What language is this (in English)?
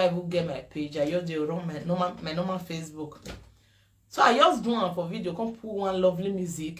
Nigerian Pidgin